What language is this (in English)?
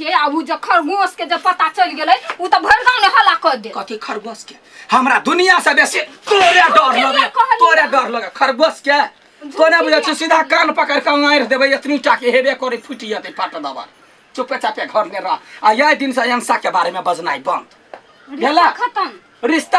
Maithili